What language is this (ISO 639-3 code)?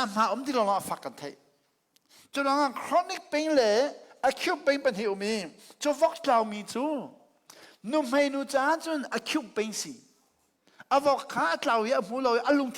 cnh